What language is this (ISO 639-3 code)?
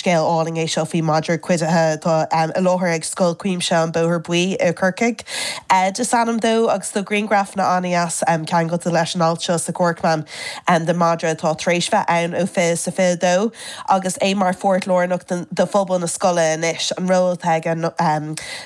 gle